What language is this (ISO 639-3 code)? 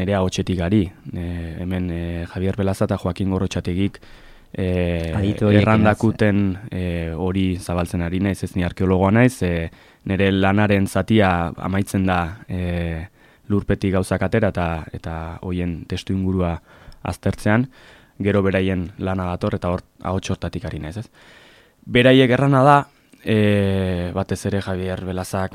eus